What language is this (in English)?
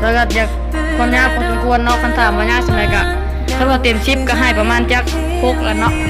Lao